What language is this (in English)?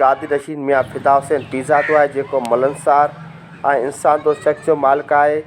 Sindhi